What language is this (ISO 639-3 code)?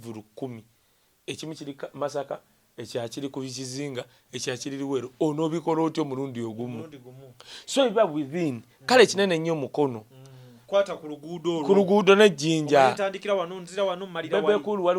lug